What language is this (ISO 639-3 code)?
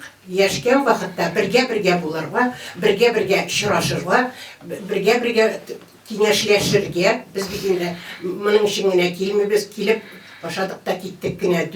tat